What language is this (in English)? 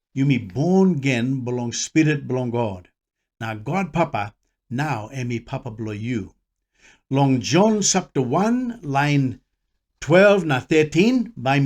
Tok Pisin